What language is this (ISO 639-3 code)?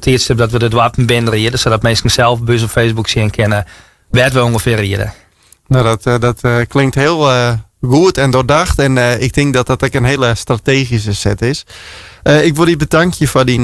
fry